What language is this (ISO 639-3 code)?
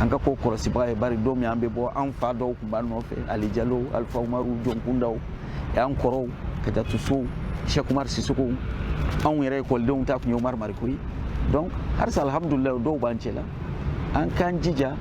bam